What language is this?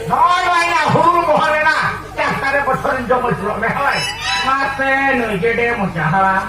Santali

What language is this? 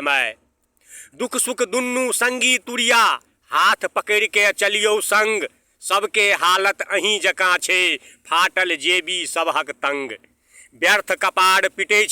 Maithili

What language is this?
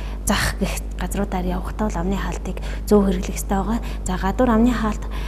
Mongolian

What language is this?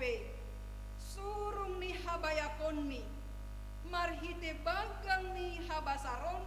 Batak Simalungun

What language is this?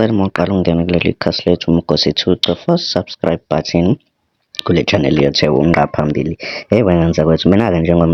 Zulu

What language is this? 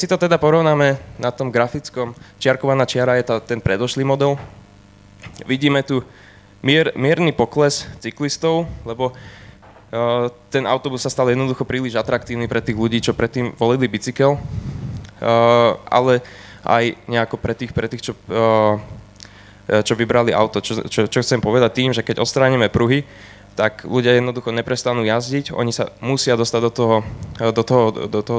Slovak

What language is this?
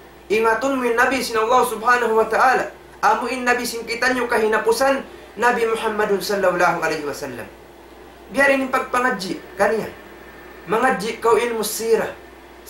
Tausug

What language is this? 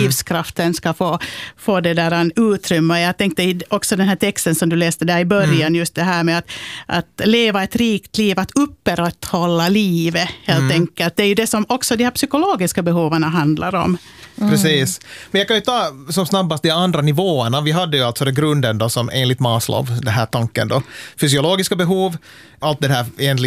Swedish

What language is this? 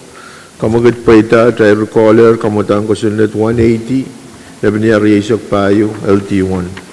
Pohnpeian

